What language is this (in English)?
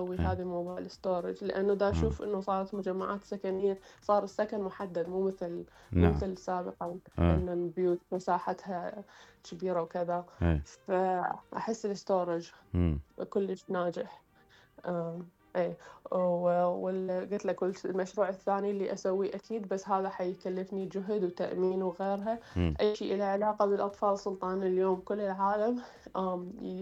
Mesopotamian Arabic